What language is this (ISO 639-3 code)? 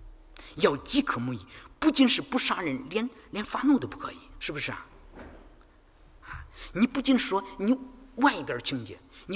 zho